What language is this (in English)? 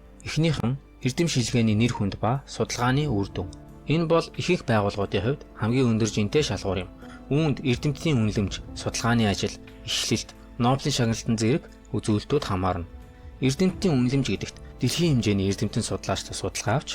Mongolian